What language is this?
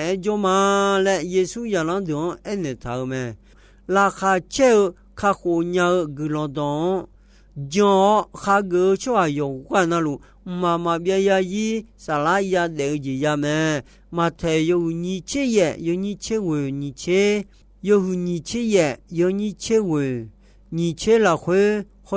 Akha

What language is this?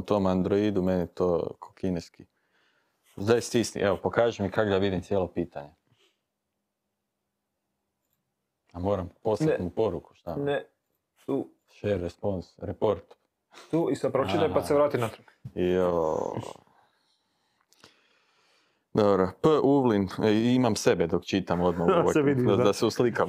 Croatian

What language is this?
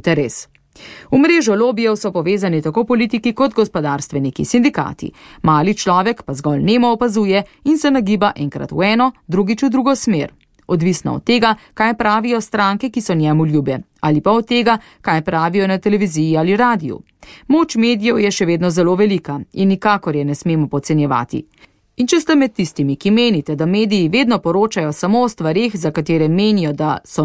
Slovenian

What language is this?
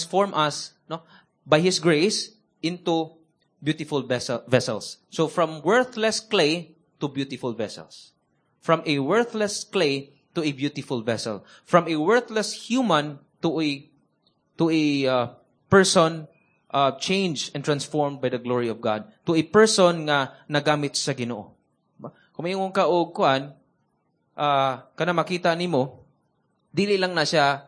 Cebuano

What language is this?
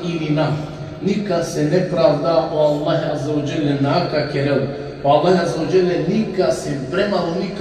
Balkan Romani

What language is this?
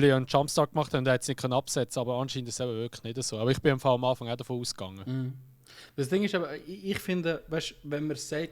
Swiss German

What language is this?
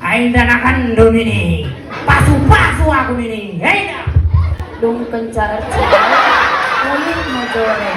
Batak Karo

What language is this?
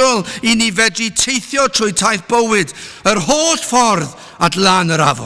Welsh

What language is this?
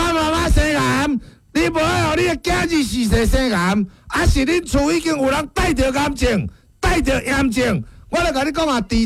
Min Nan Chinese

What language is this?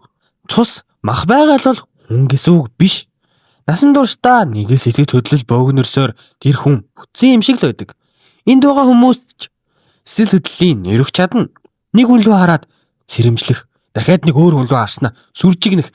Mongolian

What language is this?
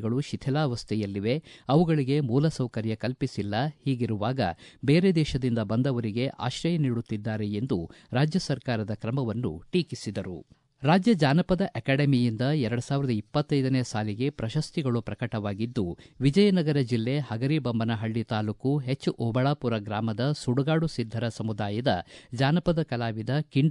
Kannada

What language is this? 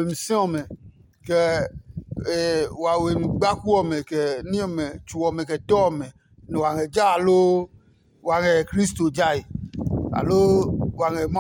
Adangme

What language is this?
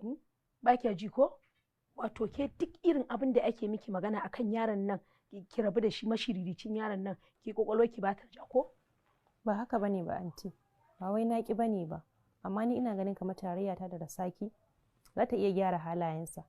Hausa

